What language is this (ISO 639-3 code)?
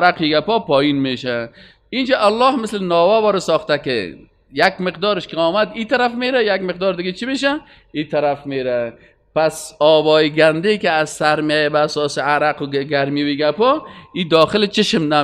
fas